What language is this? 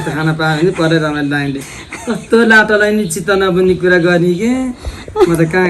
Nepali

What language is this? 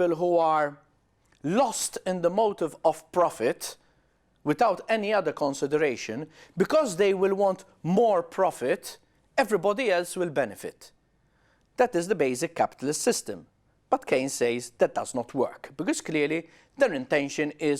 English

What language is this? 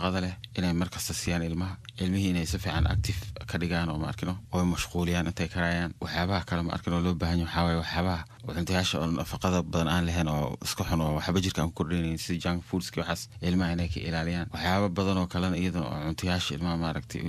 Somali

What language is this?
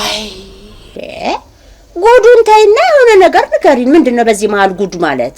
Amharic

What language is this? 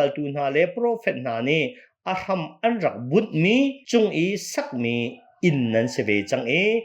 Hakha Chin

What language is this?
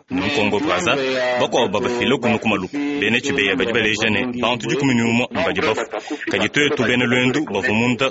Luba-Lulua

